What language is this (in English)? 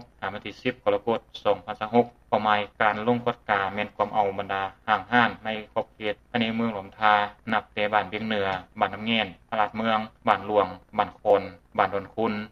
Lao